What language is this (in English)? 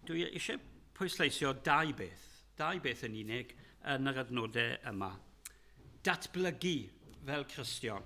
Welsh